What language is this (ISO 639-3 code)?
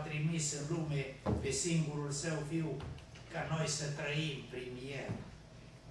ron